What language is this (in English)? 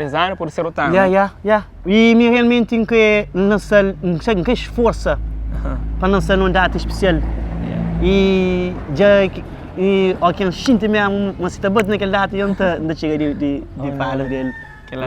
Kabuverdianu